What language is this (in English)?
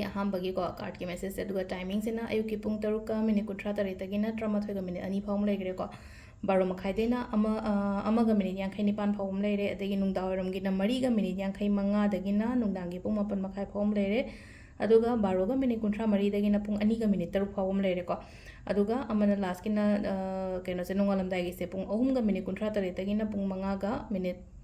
Manipuri